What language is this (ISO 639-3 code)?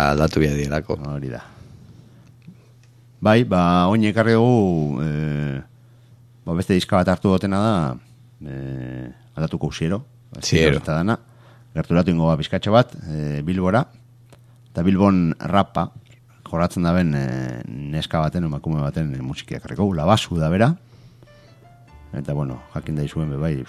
eus